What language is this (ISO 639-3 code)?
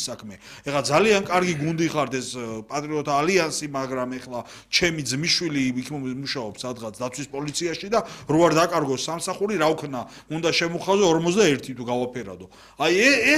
kat